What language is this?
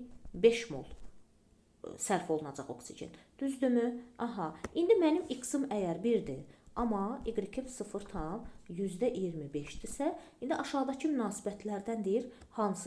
Azerbaijani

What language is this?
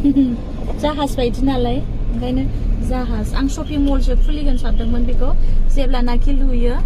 Bodo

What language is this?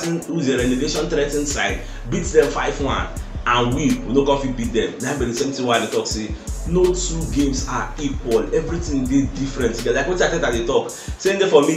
Nigerian Pidgin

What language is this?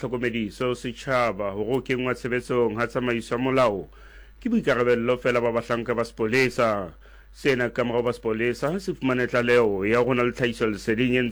Southern Sotho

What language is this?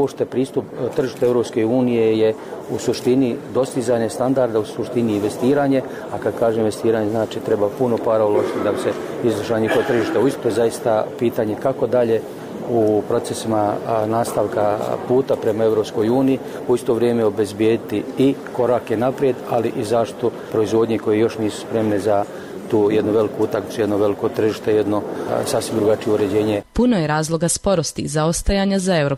Bosnian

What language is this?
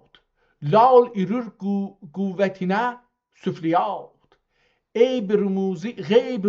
South Azerbaijani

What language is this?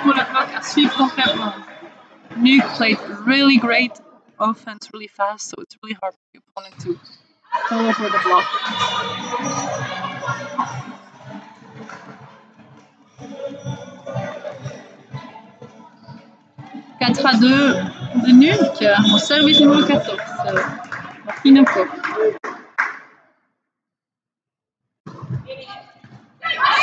French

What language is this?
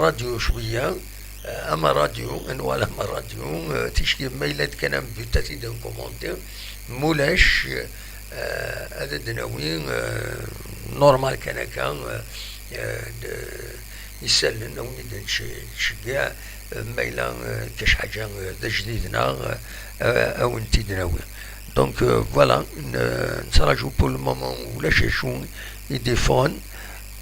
Kabyle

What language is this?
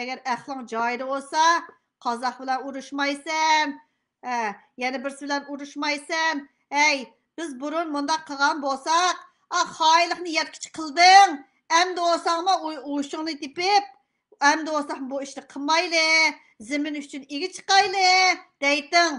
Uyghur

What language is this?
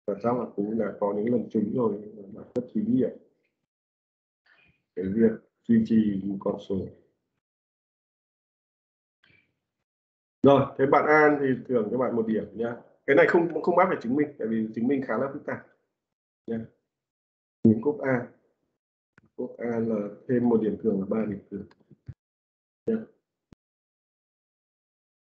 Vietnamese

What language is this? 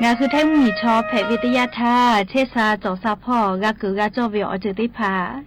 Lahu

